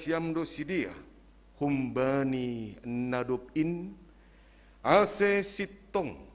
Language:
Batak Simalungun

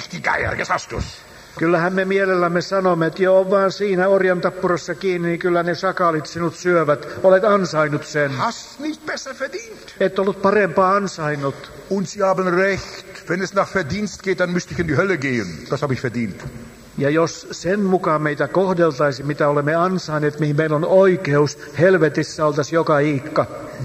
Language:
Finnish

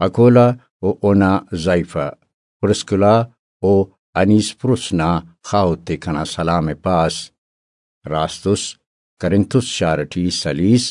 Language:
Brahui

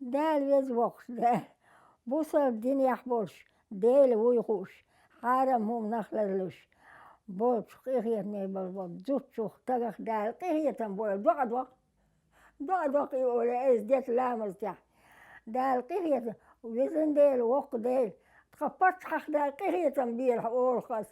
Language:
Chechen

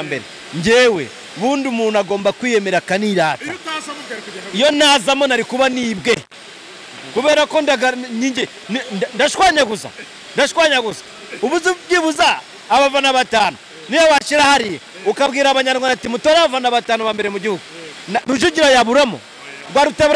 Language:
Kinyarwanda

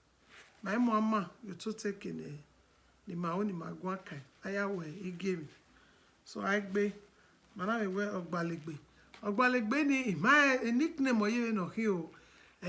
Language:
Bini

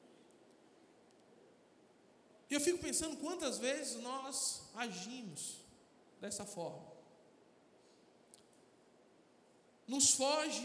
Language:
Portuguese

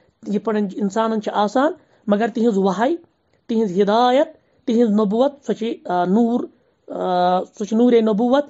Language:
Kashmiri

